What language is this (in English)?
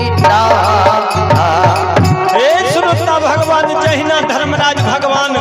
Maithili